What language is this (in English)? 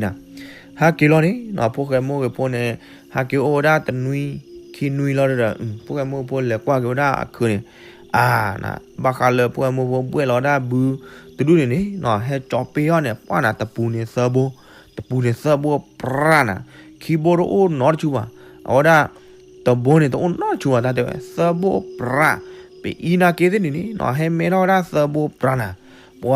S'gaw Karen